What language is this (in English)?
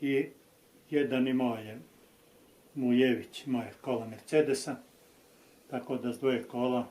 Bosnian